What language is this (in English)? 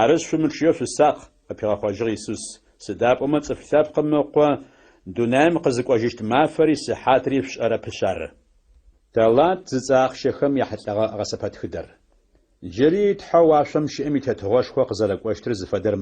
Adyghe